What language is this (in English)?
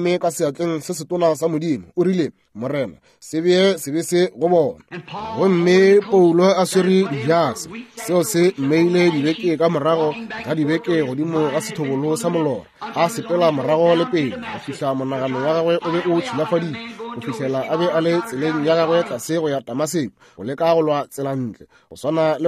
Northern Sotho